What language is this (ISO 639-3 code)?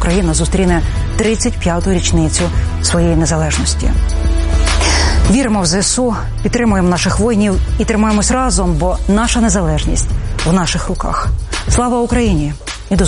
ukr